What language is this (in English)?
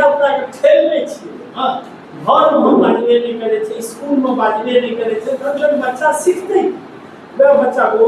Maithili